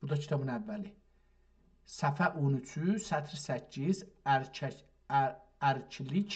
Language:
South Azerbaijani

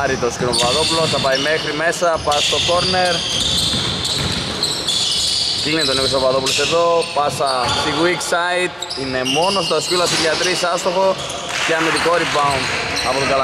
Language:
Greek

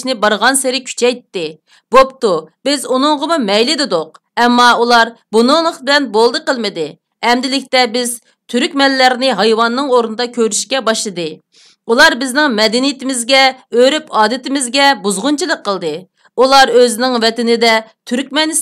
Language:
Uyghur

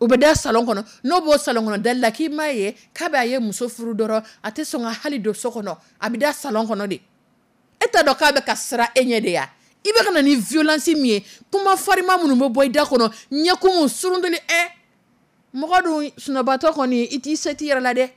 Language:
Dyula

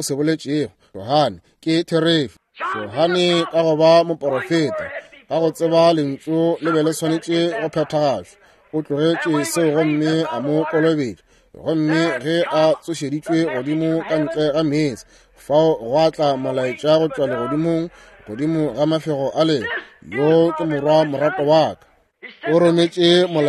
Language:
Northern Sotho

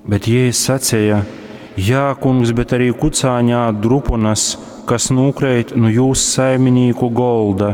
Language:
Latgalian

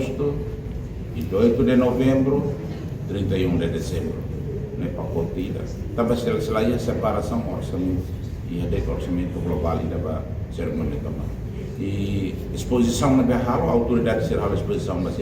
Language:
Tetum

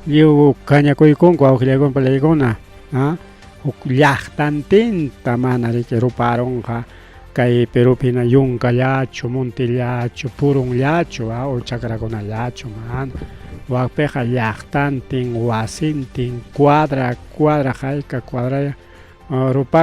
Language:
Ayacucho Quechua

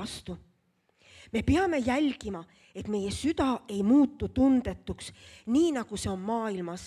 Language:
Estonian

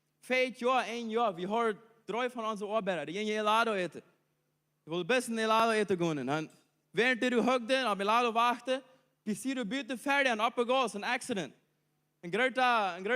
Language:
Plautdietsch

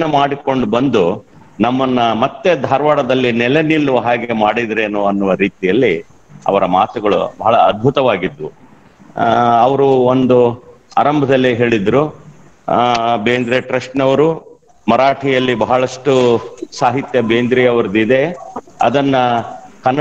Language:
Kannada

